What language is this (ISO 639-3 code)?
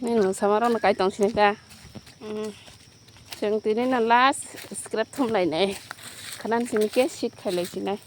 trp